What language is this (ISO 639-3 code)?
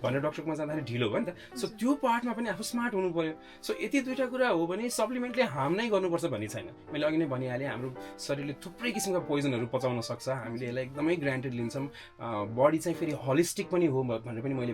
nep